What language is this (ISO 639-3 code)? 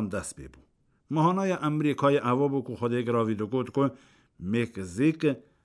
kur